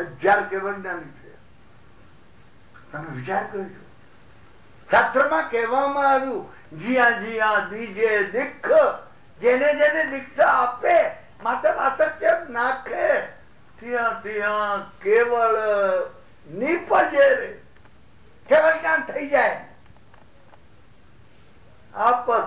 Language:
Gujarati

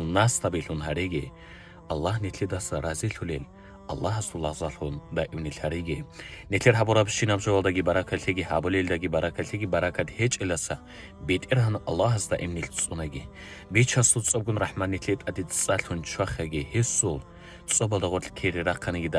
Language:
Avaric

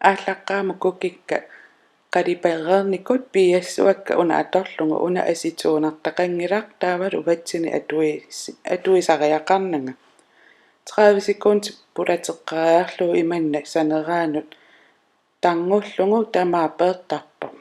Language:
Kalaallisut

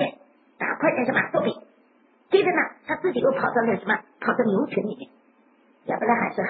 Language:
Chinese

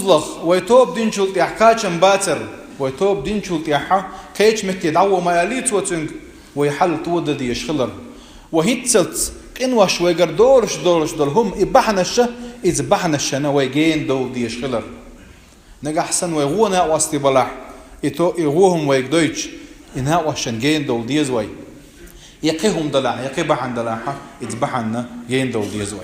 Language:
Chechen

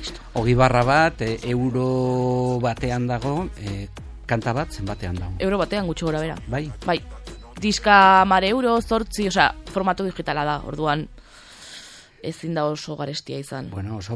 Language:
Basque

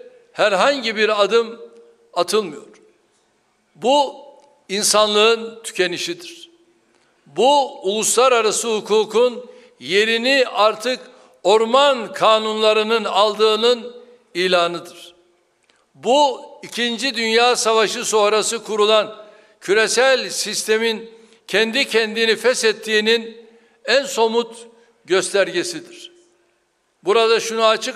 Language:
Turkish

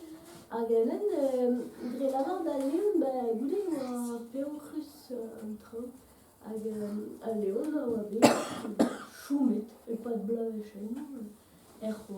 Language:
Breton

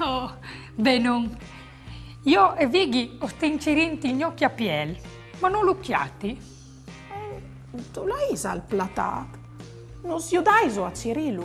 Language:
Friulian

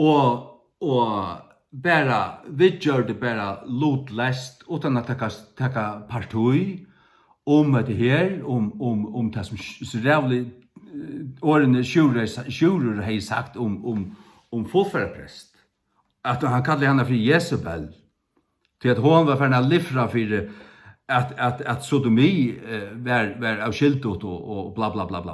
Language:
Faroese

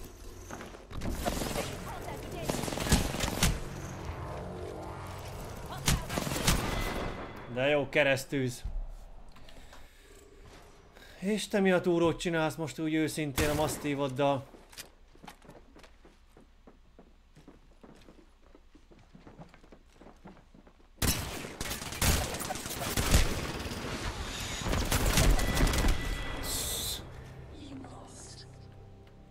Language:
Hungarian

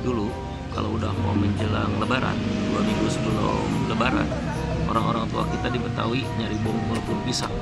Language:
Betawi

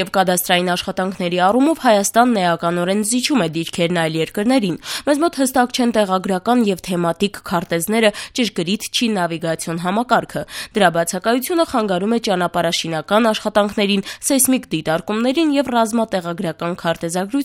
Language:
Armenian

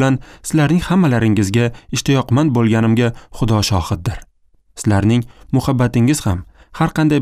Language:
Uzbek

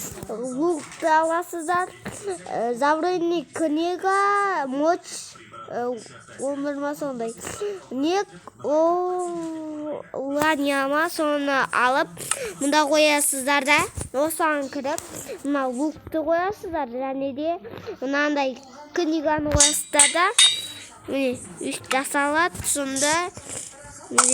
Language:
Kazakh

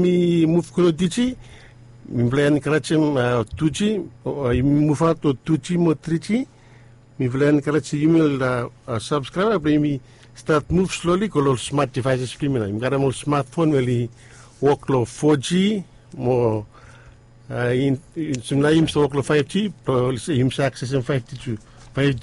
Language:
Bislama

